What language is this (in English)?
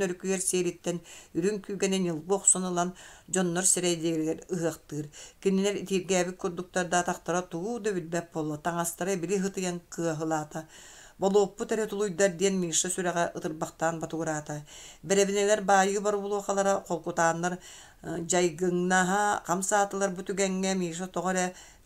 Yakut